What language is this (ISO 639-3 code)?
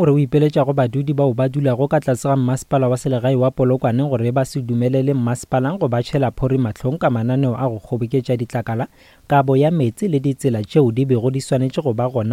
nso